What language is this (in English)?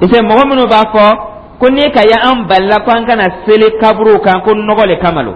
Dyula